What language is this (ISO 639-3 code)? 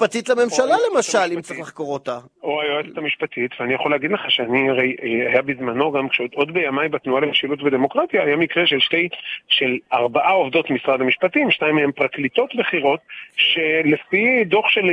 heb